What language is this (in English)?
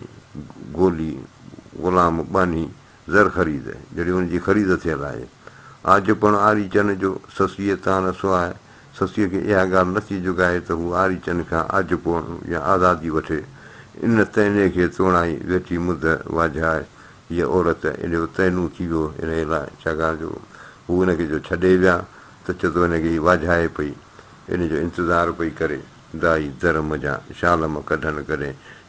Sindhi